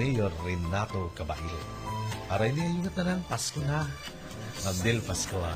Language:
Waray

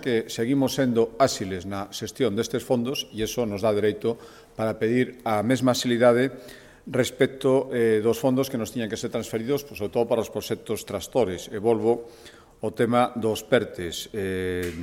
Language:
Galician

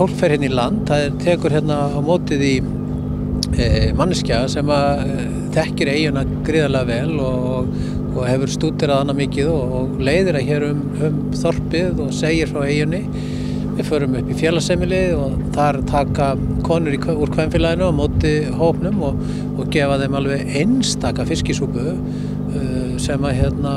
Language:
Icelandic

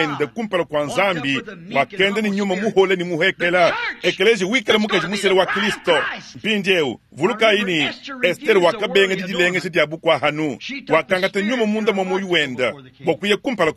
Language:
Luba-Lulua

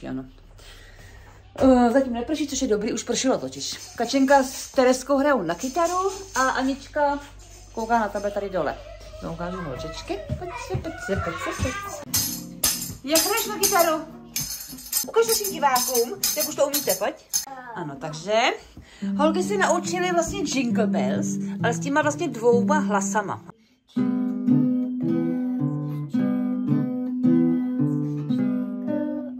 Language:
Czech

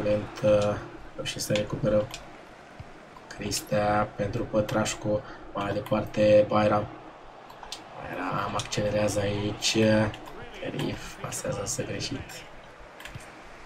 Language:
Romanian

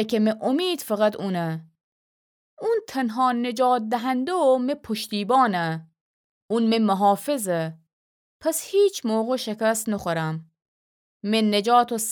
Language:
Gilaki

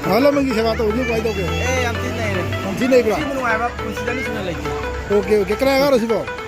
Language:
Manipuri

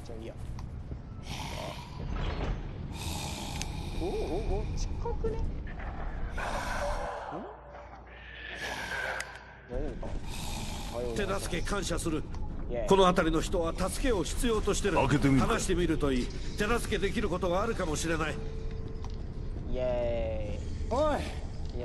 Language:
Japanese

